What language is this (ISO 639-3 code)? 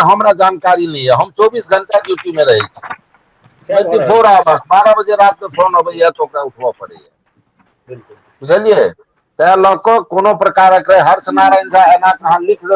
mai